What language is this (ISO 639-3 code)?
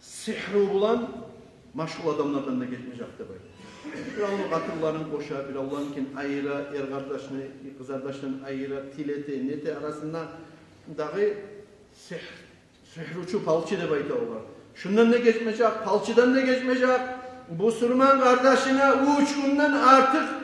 kum